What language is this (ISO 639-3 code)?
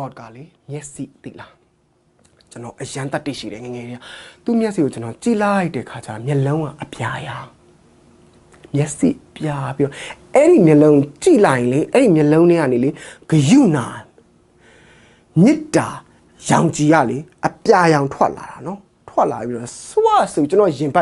mya